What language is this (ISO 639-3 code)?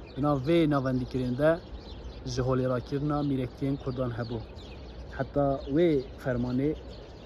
kur